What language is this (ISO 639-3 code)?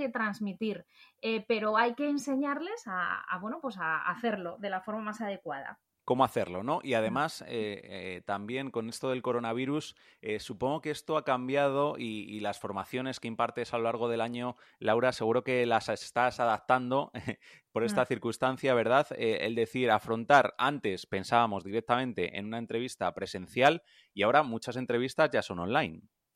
spa